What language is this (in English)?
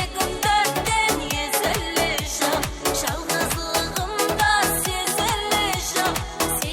Kara-Kalpak